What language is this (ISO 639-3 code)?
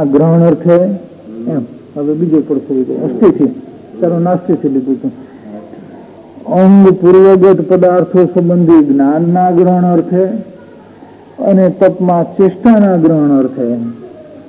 guj